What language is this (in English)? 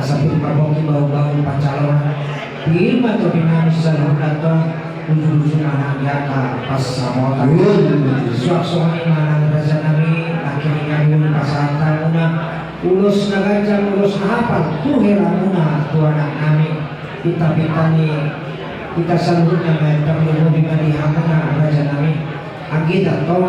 Batak Toba